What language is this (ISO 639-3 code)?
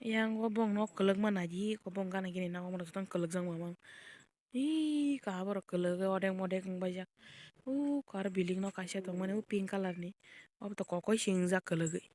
trp